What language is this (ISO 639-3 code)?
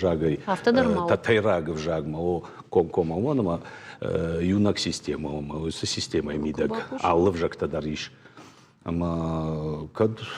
oss